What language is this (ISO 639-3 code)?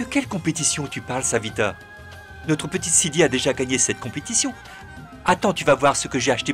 fra